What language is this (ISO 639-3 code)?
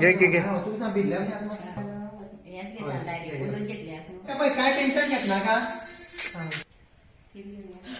kok